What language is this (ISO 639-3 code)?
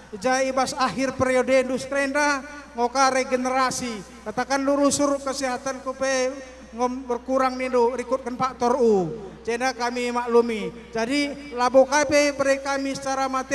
btx